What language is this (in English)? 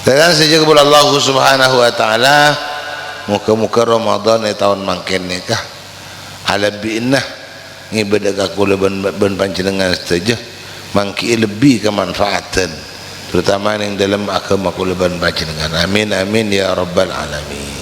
Madurese